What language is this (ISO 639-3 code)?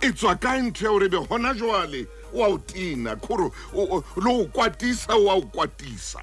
sot